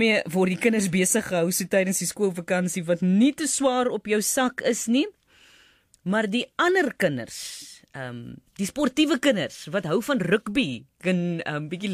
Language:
Afrikaans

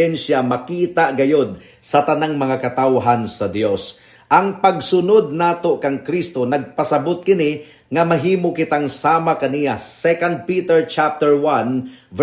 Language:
Cebuano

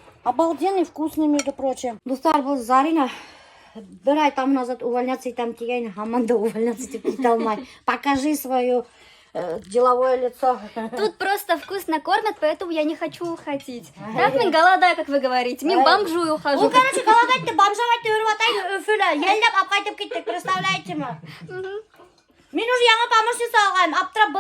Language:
Bashkir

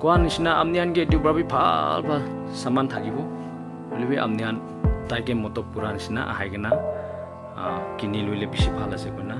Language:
Naga Pidgin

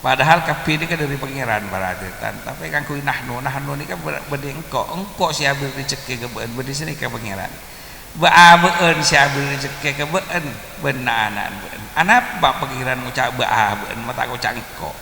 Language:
Madurese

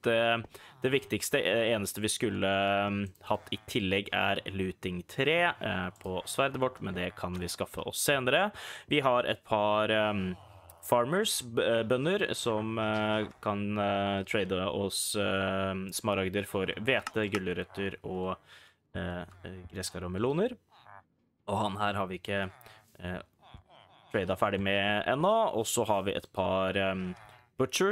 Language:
Norwegian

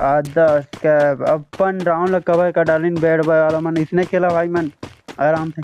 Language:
Chhattisgarhi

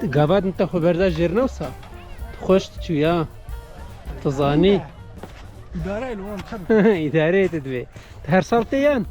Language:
Kurdish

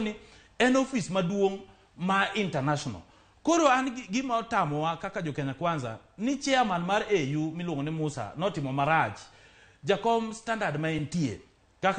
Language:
Luo (Kenya and Tanzania)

